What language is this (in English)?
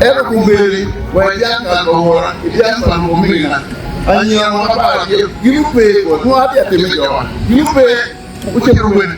Acoli